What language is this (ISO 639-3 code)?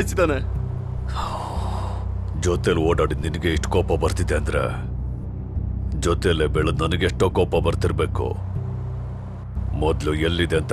kan